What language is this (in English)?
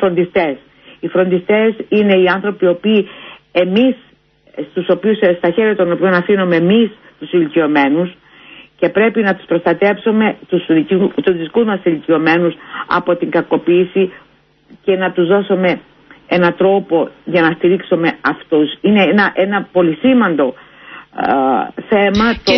Greek